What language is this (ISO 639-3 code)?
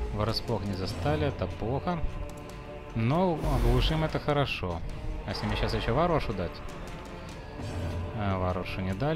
rus